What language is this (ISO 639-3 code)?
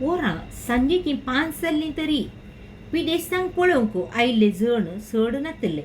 kok